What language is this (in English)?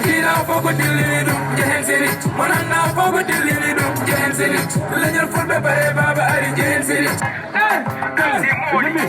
Fula